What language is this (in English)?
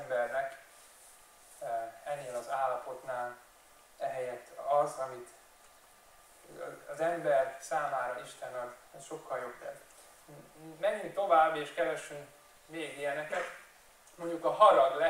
Hungarian